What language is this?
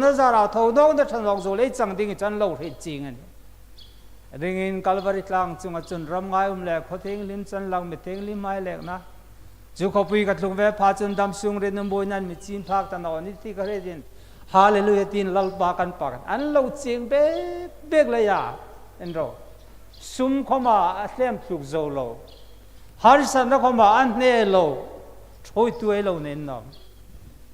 Hmar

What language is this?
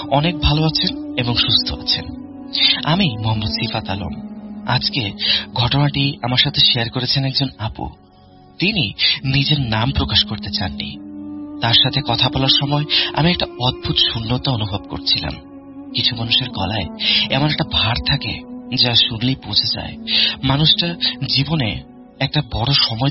Bangla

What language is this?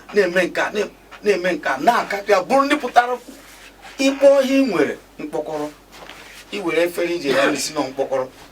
Igbo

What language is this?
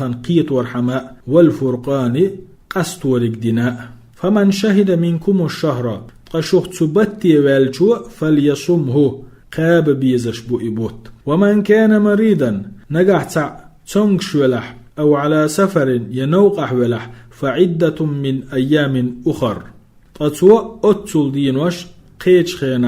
Chechen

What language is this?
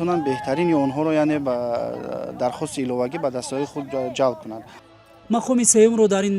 Tajik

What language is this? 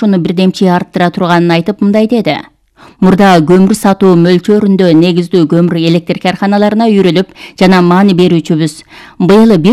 Kyrgyz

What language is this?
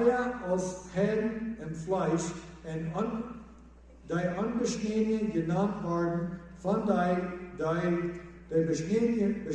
Plautdietsch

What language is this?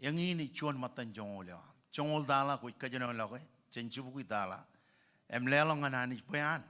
Marshallese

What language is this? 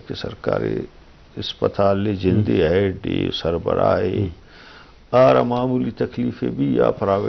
Eastern Balochi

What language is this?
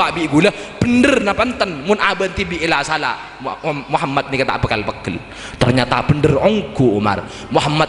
Madurese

